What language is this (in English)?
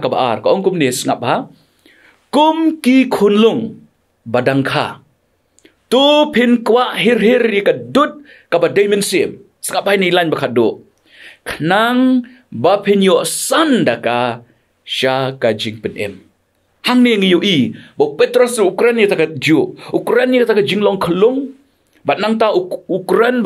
Khasi